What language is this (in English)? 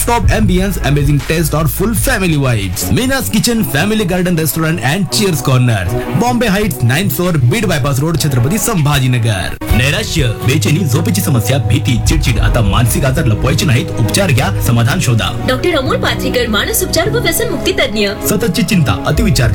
Marathi